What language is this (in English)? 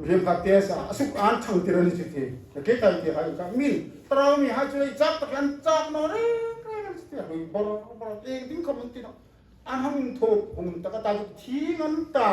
Hmar